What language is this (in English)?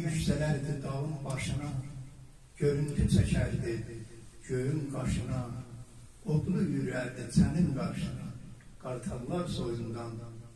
South Azerbaijani